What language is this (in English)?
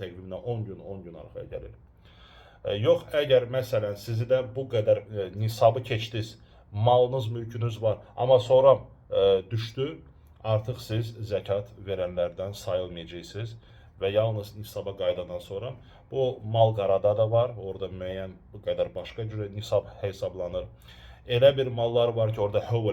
Azerbaijani